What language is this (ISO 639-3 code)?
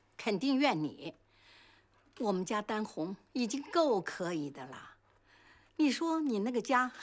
zho